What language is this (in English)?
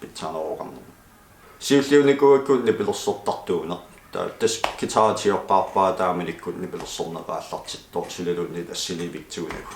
Kalaallisut